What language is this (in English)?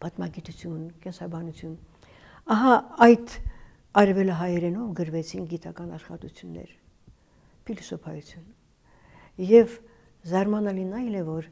Armenian